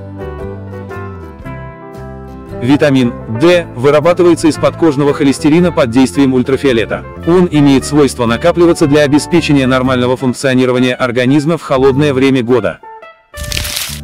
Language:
Russian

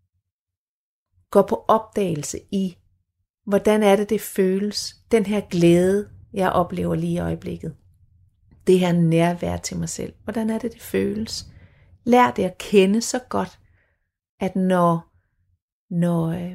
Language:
Danish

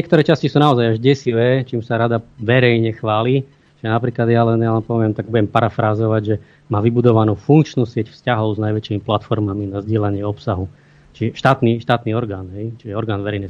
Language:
Slovak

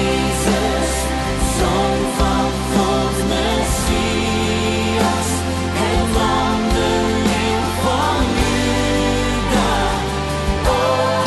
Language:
Dutch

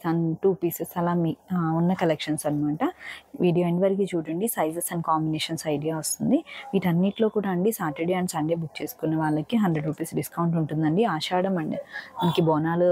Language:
Telugu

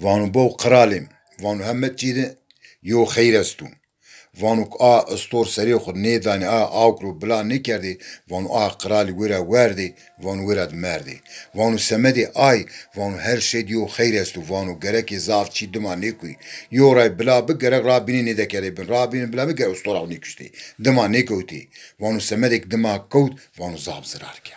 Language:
Zaza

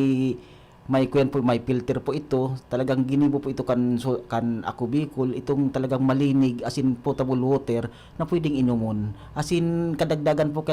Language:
Bikol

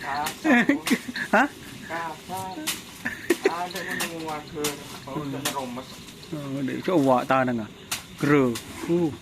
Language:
Madurese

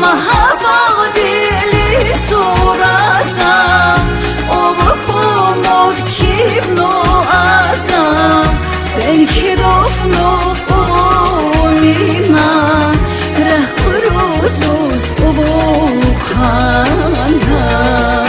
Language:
Tabassaran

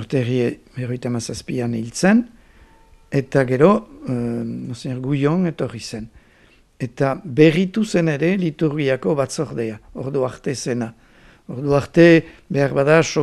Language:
Basque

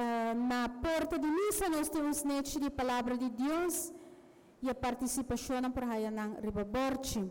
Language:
Papiamento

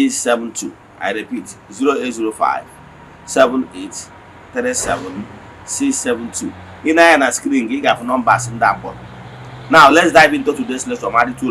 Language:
Igbo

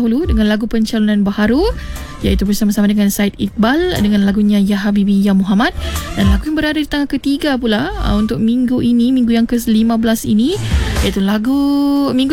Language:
Malay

